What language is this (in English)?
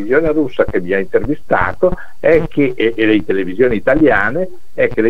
Italian